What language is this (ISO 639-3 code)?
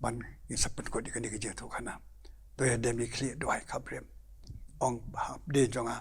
kha